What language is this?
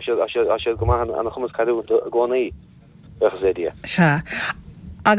Irish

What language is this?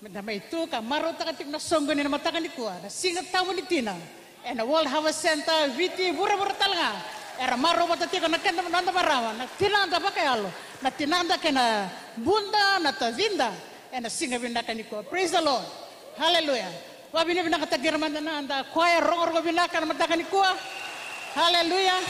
Fijian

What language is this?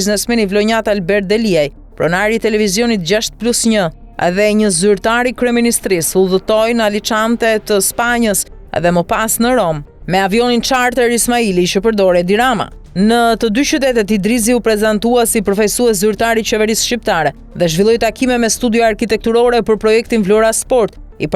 Albanian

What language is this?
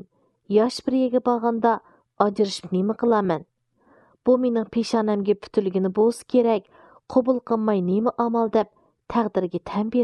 Uyghur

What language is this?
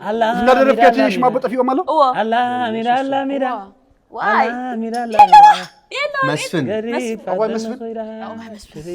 Tigrinya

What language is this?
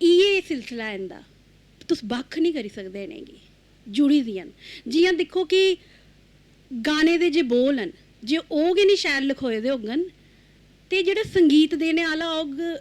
Dogri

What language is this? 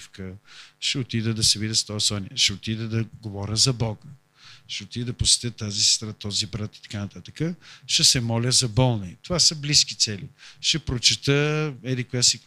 Bulgarian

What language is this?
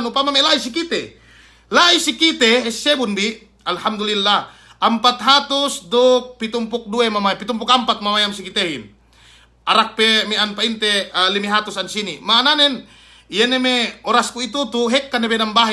Yakan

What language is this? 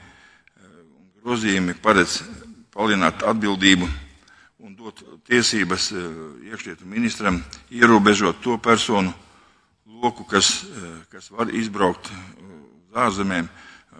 Latvian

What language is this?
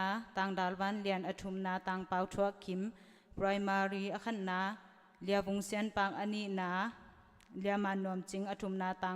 Tedim Chin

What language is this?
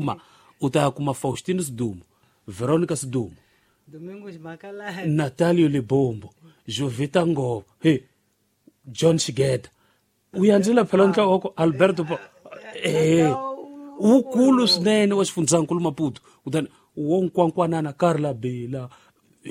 Tsonga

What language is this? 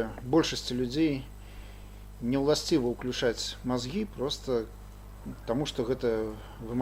Belarusian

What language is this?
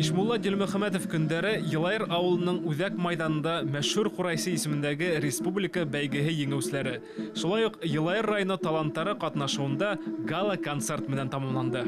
Bashkir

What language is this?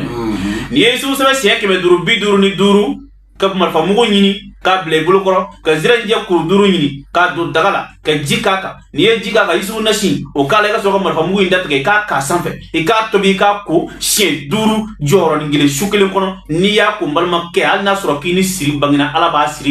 Bambara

